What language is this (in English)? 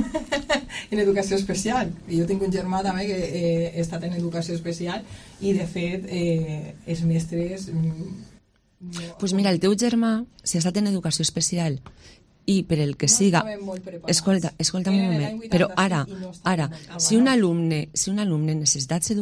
Catalan